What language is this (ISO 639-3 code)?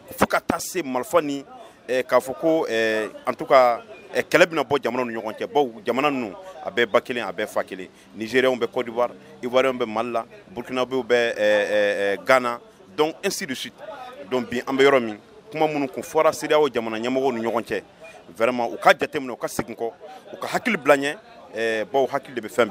bam